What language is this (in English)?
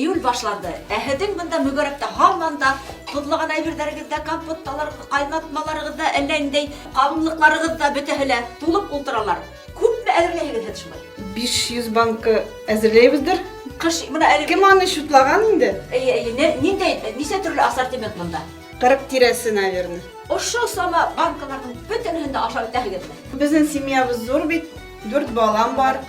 Bashkir